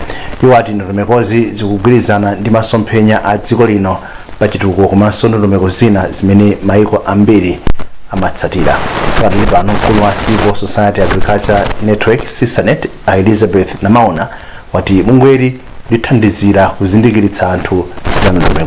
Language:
Nyanja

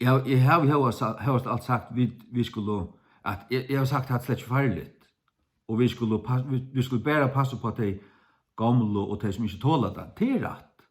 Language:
Faroese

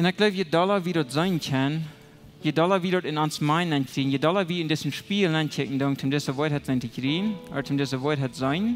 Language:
Plautdietsch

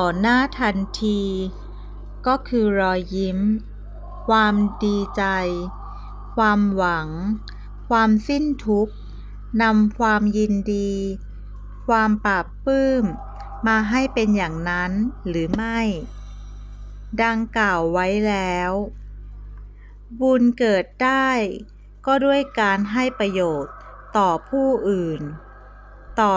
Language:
Thai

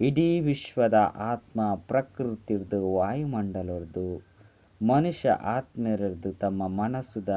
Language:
Tulu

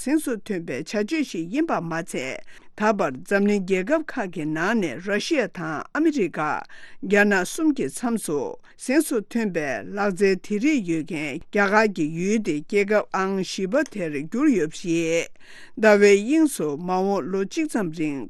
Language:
Tibetan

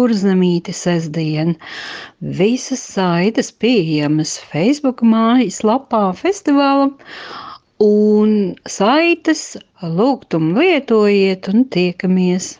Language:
Latvian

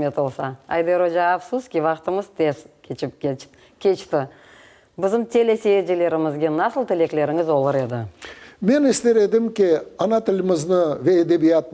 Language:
Crimean Tatar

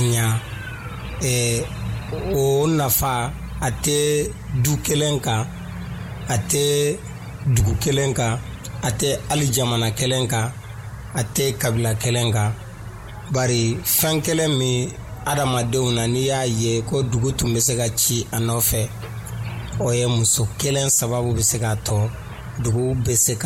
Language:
Dyula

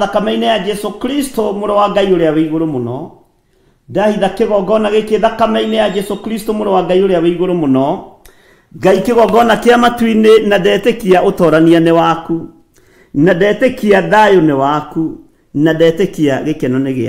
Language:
Kikuyu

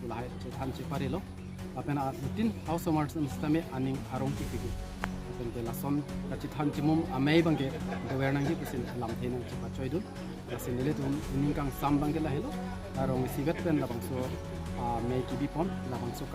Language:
Karbi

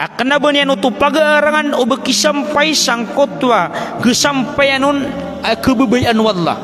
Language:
Maranao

